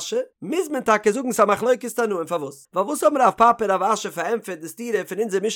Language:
Yiddish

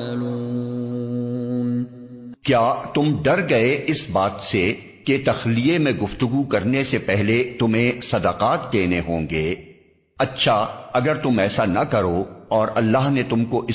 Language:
Urdu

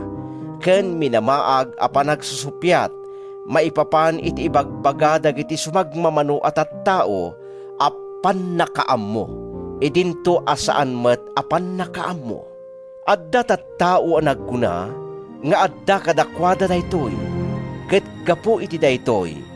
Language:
Iloko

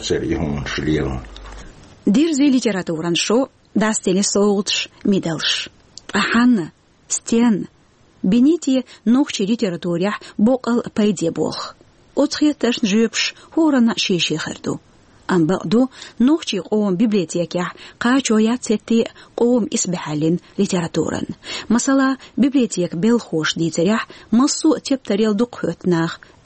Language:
Chechen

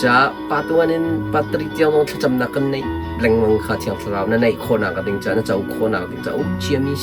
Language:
Hakha Chin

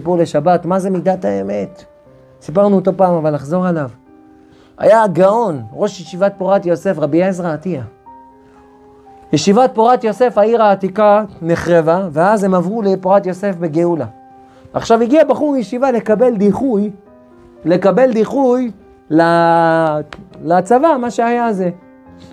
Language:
Hebrew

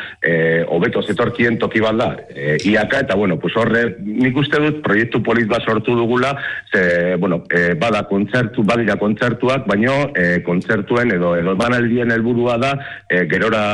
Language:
Basque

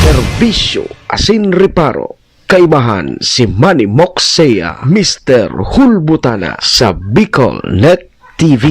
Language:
Bikol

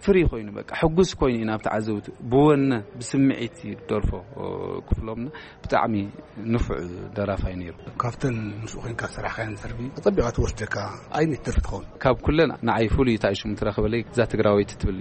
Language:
Tigrinya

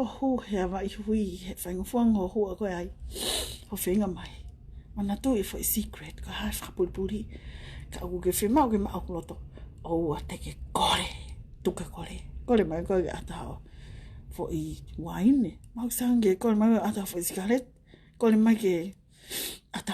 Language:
Tongan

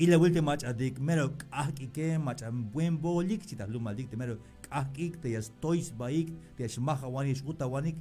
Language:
Tzeltal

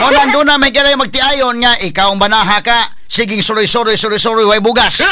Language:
Cebuano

